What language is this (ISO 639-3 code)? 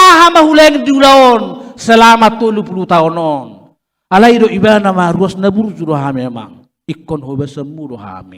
bbc